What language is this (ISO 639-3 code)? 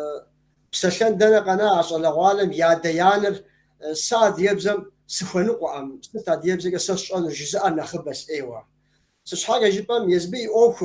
kbd